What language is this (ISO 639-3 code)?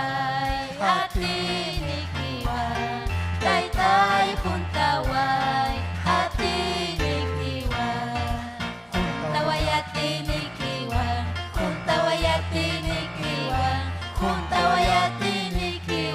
quy